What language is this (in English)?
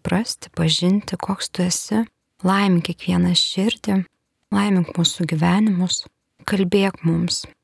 Lithuanian